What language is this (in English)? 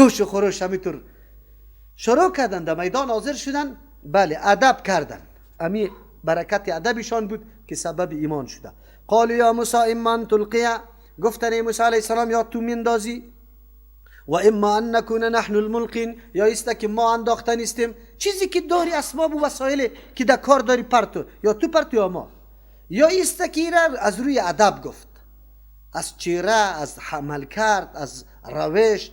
Persian